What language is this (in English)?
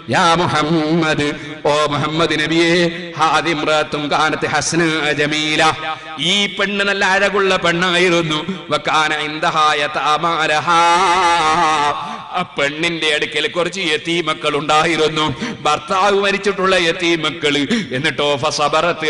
Malayalam